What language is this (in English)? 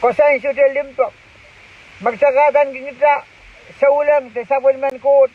Pohnpeian